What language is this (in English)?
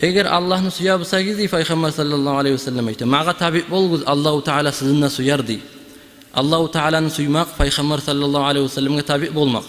Kumyk